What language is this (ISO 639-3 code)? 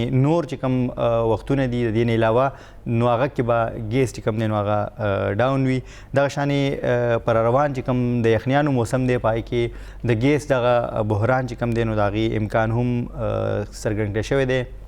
pus